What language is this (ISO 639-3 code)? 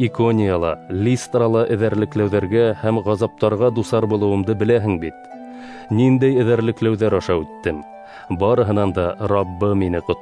bak